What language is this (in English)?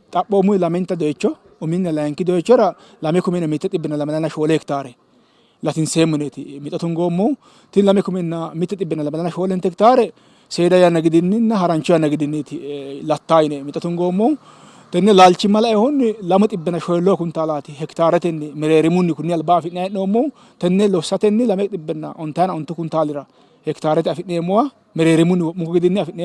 Sidamo